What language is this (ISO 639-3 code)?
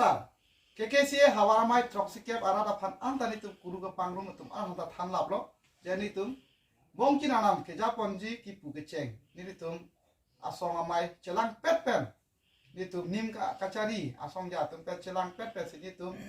mjw